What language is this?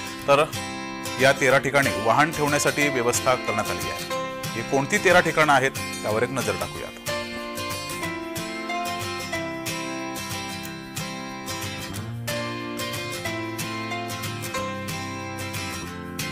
Marathi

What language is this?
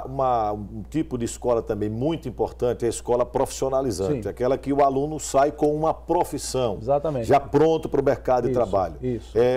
Portuguese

